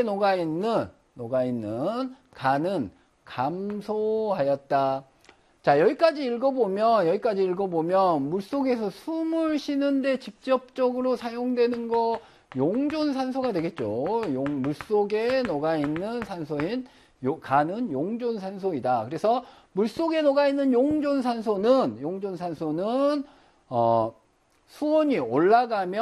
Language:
Korean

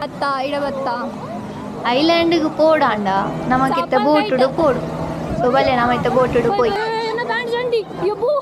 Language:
Tulu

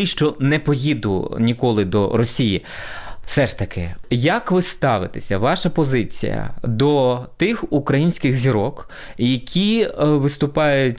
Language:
Ukrainian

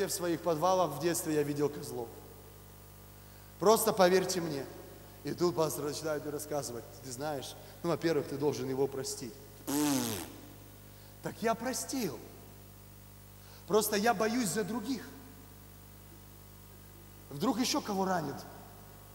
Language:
Russian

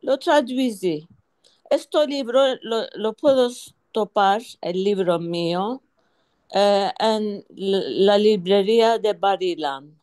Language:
Ladino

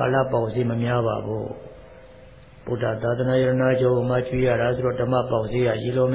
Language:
Burmese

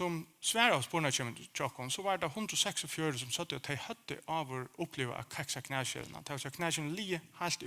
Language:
Faroese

